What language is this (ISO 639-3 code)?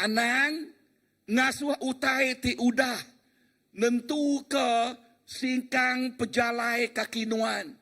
iba